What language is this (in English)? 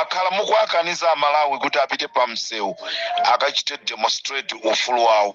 Nyanja